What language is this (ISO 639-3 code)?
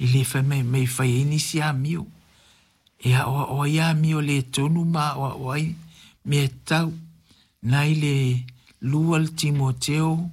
smo